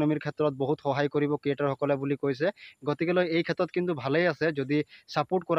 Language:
Assamese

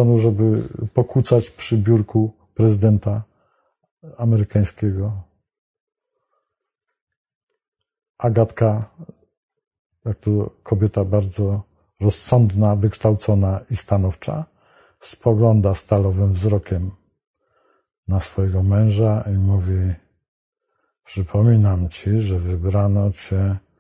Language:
Polish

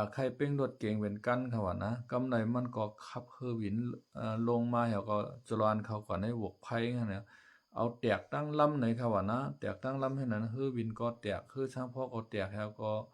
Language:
Shan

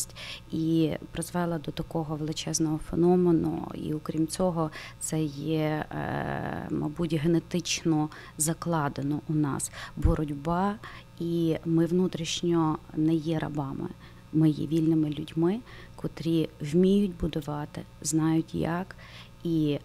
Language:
Ukrainian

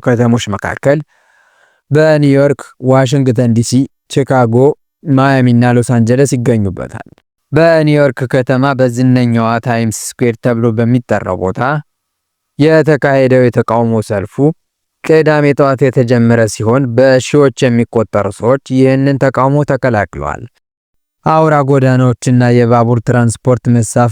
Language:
Amharic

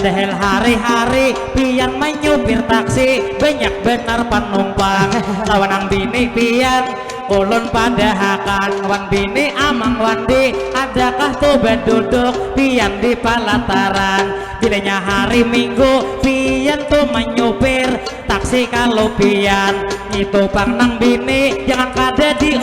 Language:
Banjar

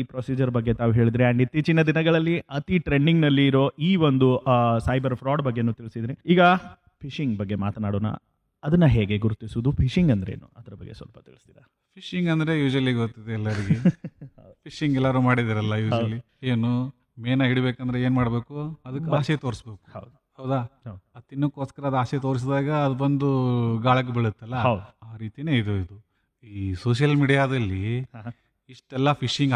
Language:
Kannada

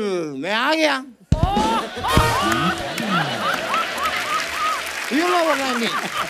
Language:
Hindi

